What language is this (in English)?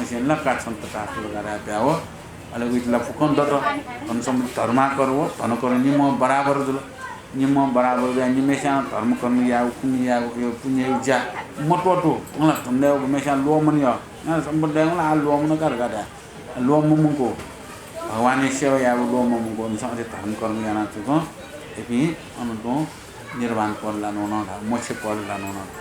Newari